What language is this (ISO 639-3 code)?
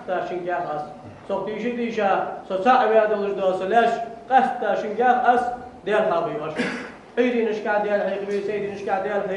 inh